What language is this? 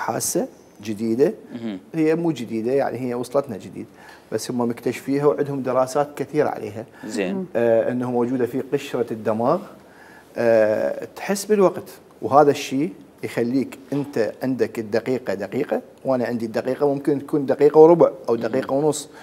Mesopotamian Arabic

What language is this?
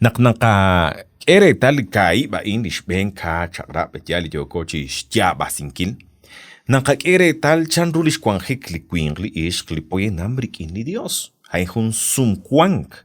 Kekchí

